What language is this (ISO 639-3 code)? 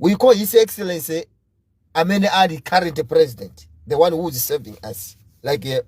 nya